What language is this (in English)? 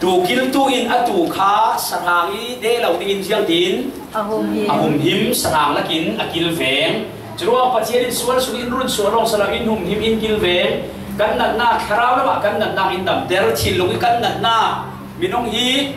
Falam Chin